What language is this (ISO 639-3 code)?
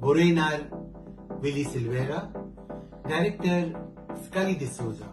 kok